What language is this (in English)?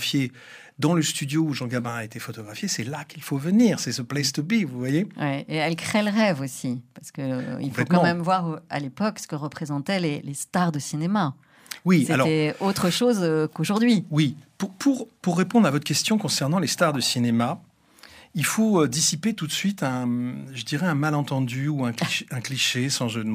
French